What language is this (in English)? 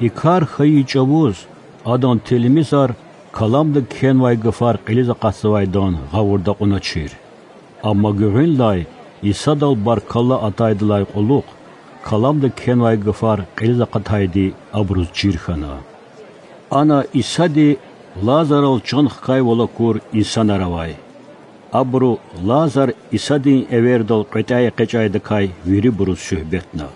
Lezghian